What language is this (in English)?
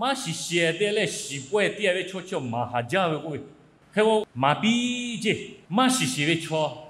Lahu